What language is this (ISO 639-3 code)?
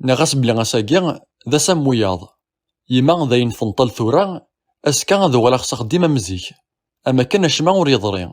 kab